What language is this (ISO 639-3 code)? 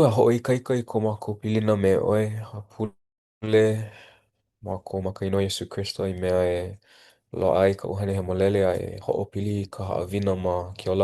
haw